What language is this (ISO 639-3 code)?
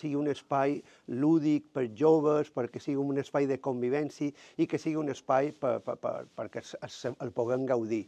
cat